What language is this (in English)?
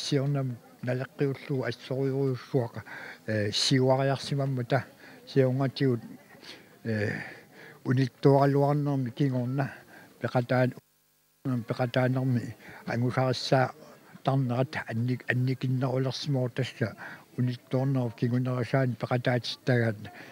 Kalaallisut